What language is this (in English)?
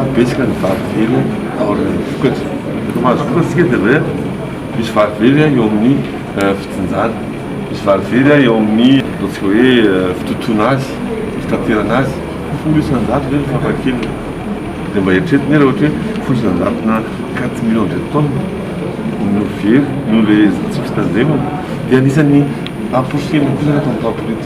Malagasy